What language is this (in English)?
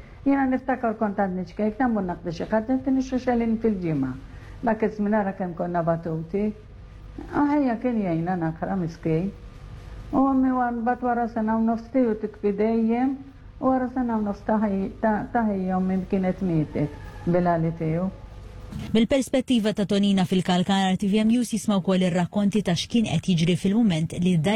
Maltese